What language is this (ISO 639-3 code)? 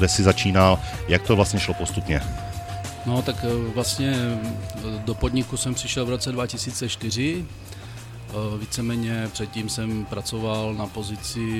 ces